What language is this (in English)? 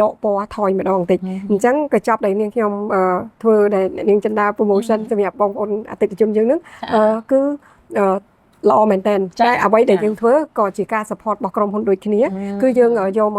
Khmer